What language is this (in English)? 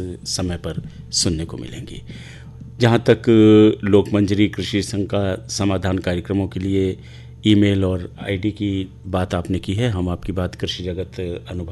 Hindi